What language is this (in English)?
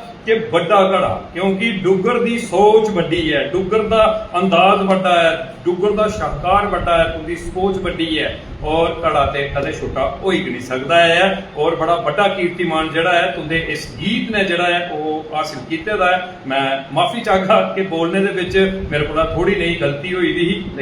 Dogri